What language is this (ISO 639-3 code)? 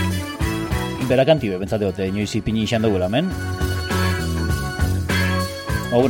eus